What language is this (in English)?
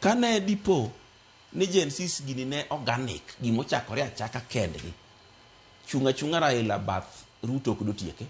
Luo (Kenya and Tanzania)